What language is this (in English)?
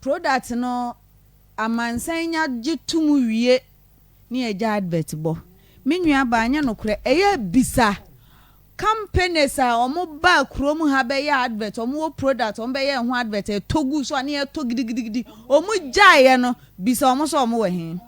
Akan